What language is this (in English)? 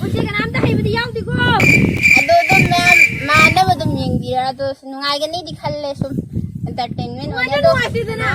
Manipuri